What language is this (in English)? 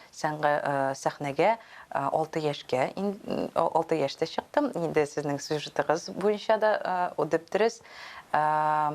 Tatar